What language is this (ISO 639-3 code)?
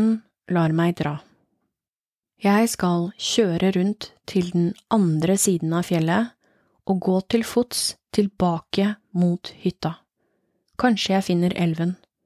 nor